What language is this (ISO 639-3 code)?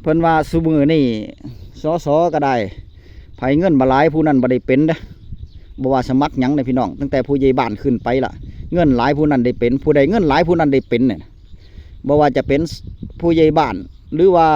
tts